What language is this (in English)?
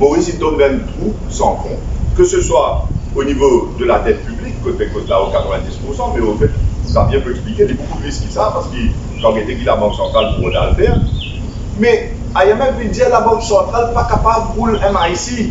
Morisyen